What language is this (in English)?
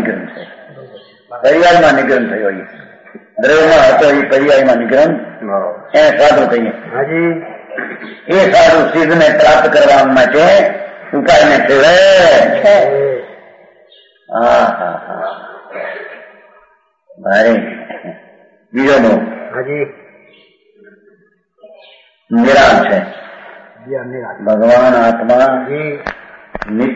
Gujarati